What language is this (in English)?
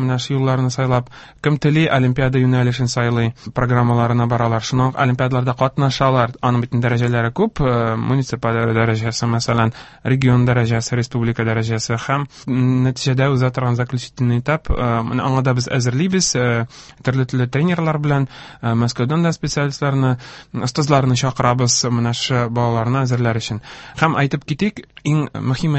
Tatar